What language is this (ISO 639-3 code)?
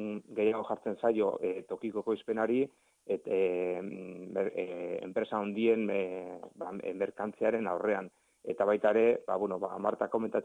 eus